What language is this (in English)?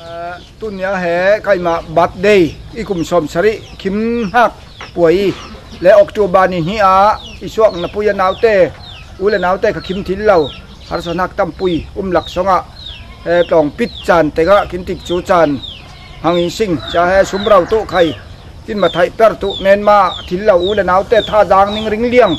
Falam Chin